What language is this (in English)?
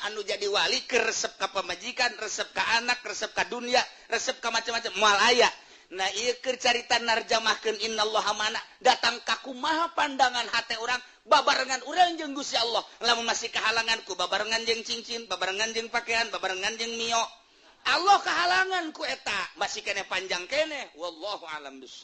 Sundanese